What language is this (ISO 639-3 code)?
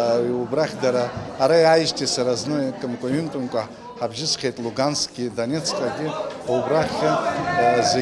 abk